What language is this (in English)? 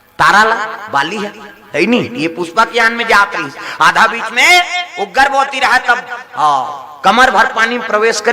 Chhattisgarhi